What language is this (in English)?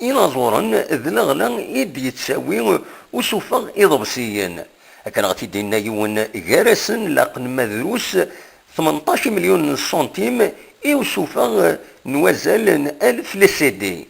Kabyle